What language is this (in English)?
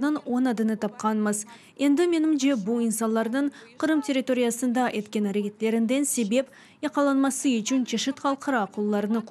Crimean Tatar